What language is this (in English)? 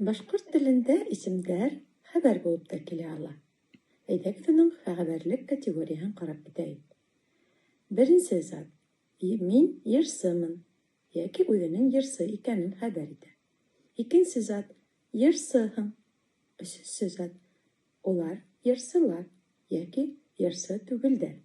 Bashkir